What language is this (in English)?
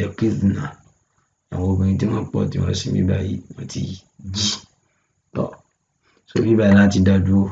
Yoruba